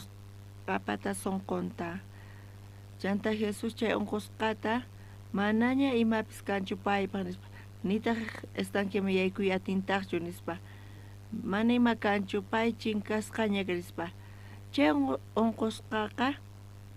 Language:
South Bolivian Quechua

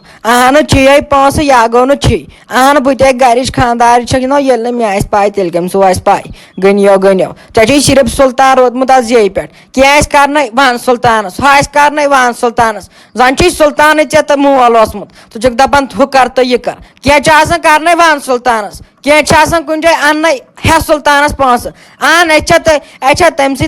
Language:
Kashmiri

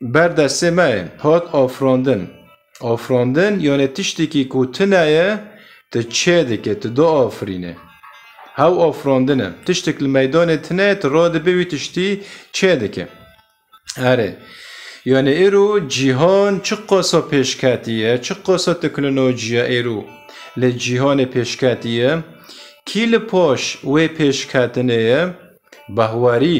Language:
Kurdish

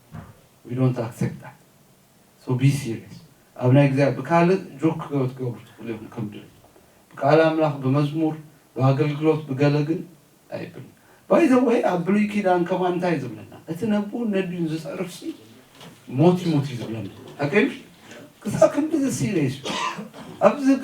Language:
Tigrinya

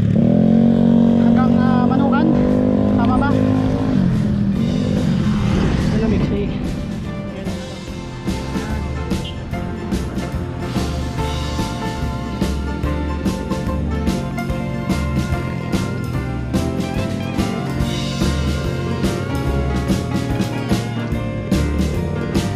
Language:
Filipino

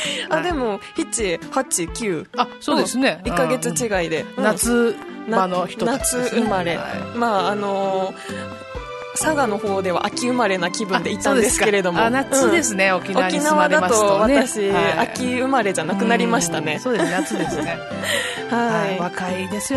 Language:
Japanese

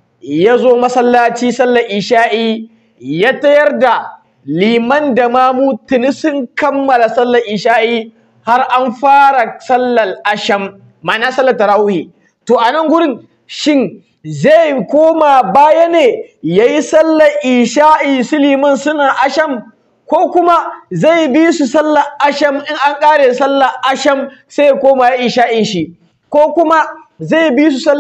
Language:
Hausa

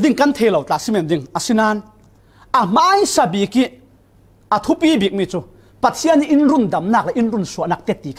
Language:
Falam Chin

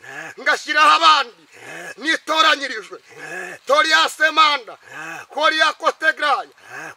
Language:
Kinyarwanda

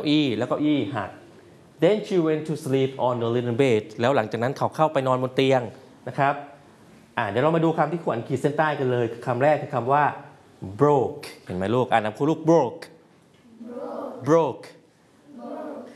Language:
Thai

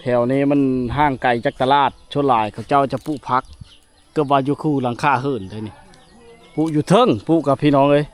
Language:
Lao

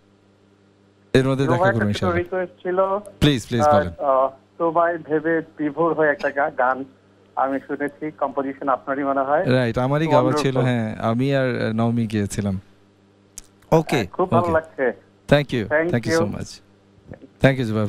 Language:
Bangla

